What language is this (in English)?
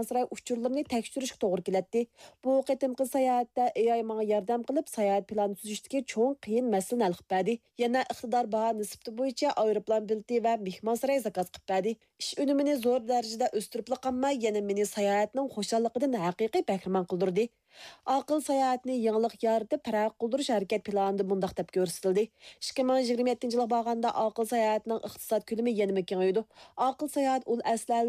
Uyghur